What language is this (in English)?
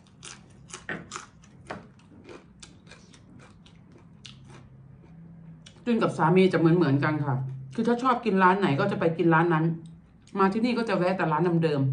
Thai